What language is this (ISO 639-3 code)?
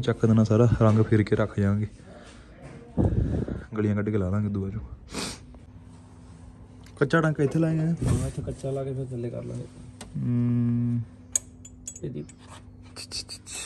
pan